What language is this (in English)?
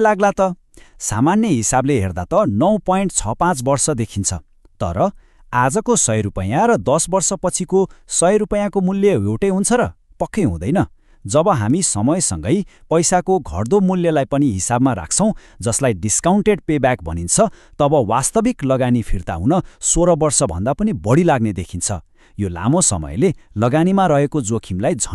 Nepali